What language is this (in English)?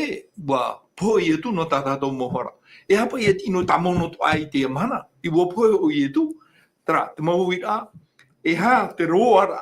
Tahitian